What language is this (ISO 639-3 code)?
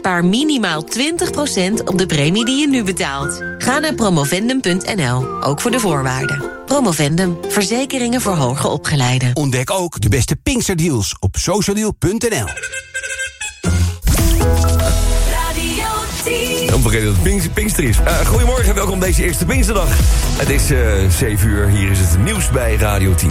nld